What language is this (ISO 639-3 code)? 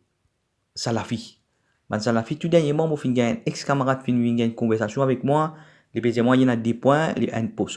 mfe